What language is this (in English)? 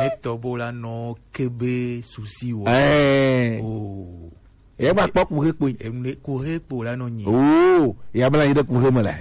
Gen